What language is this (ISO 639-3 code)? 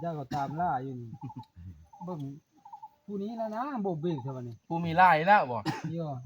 tts